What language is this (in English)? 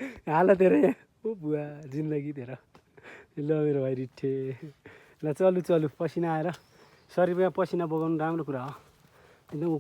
Nepali